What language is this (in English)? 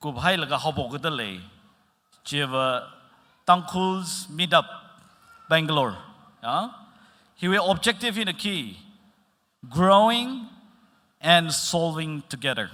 Tangkhul Naga (India)